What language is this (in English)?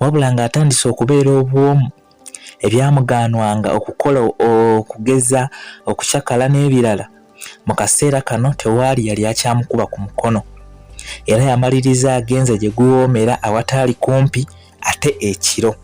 Ganda